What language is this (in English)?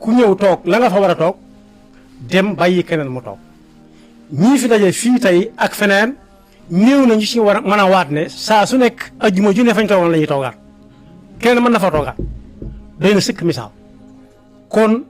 Wolof